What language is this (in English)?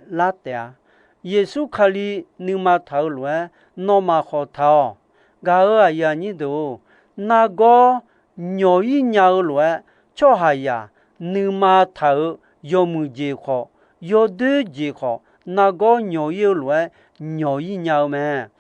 Akha